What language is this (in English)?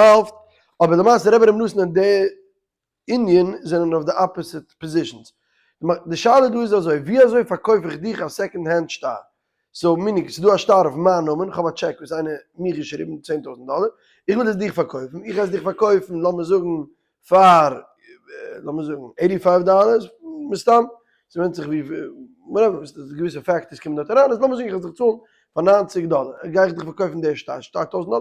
Yiddish